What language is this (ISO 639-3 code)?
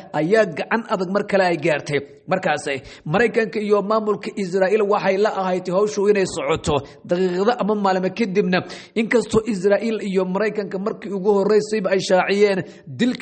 som